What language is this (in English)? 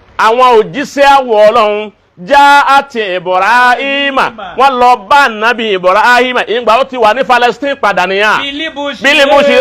Yoruba